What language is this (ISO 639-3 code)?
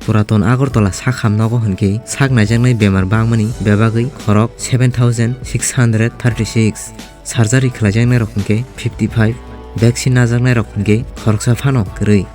trp